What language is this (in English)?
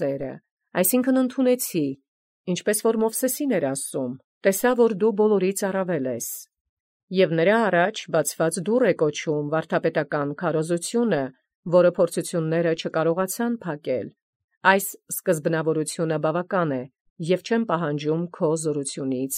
Armenian